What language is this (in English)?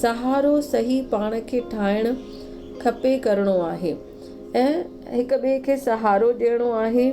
Sindhi